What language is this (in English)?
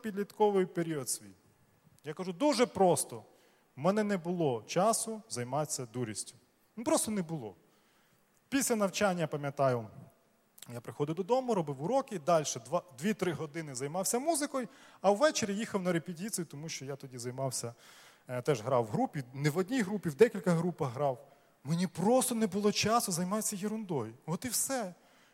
Ukrainian